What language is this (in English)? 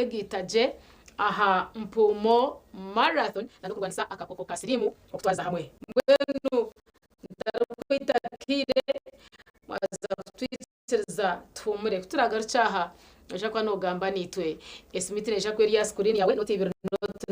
Nyankole